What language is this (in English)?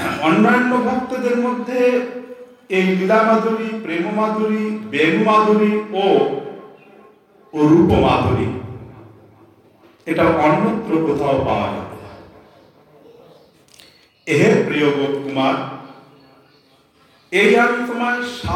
Bangla